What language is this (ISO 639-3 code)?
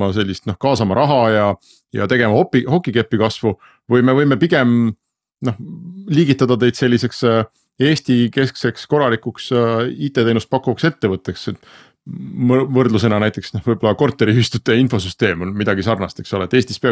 est